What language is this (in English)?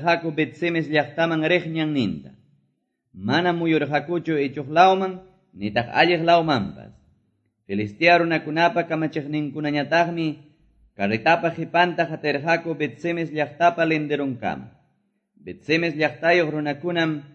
Quechua